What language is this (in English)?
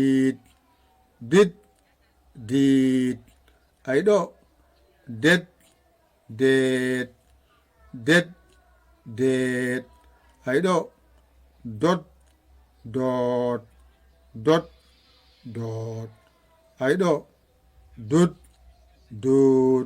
Fula